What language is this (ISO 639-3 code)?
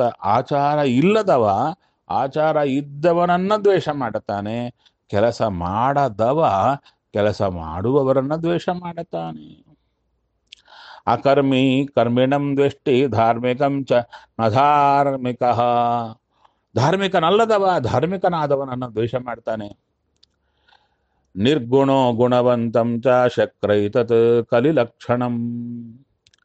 kan